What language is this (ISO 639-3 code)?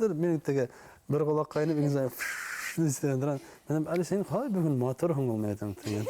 bak